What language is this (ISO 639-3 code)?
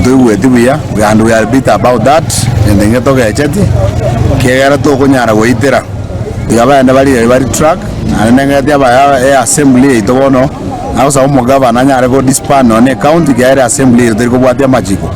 guz